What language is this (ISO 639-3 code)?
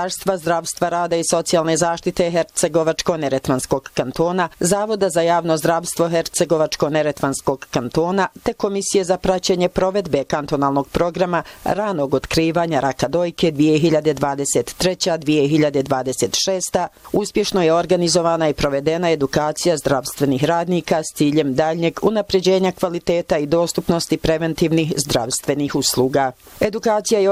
bos